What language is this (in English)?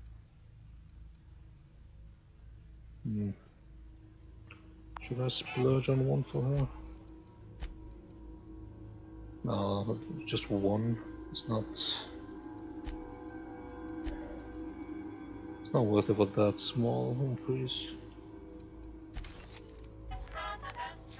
English